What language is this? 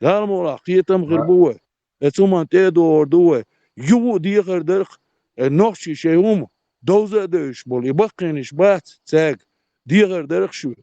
Chechen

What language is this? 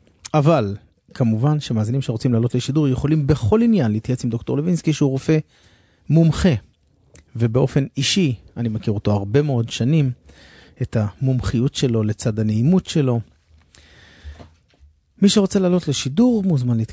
Hebrew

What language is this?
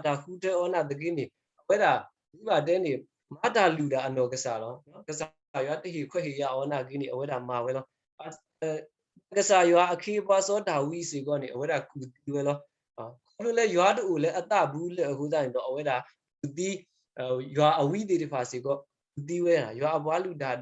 S'gaw Karen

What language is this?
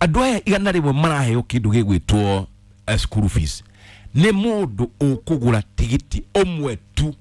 Kikuyu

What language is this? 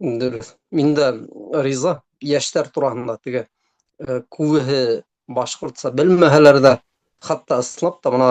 Bashkir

